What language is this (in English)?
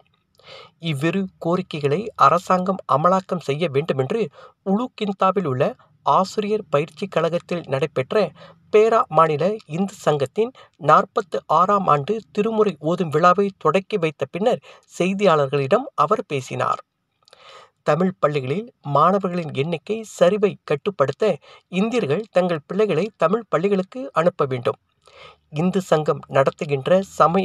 Tamil